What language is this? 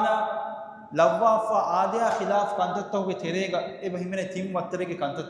Divehi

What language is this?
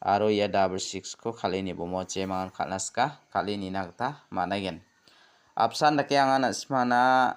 Garo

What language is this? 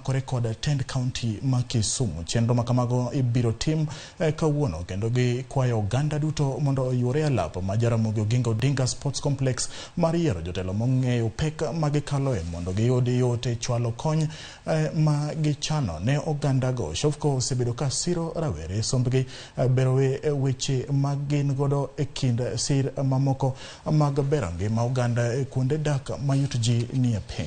Luo (Kenya and Tanzania)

